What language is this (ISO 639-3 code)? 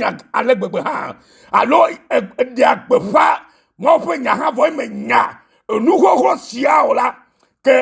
ewe